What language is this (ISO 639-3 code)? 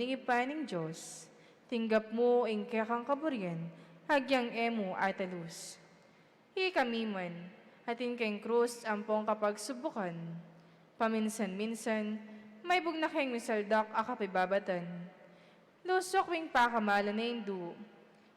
pam